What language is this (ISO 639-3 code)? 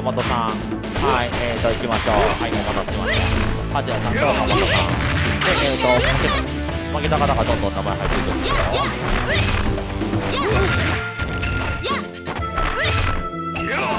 jpn